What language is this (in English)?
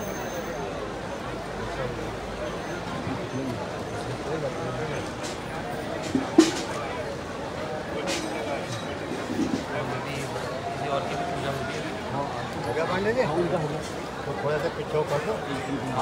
Hindi